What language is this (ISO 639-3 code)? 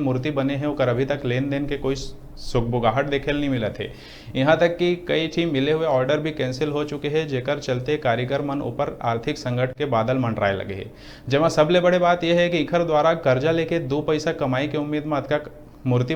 hne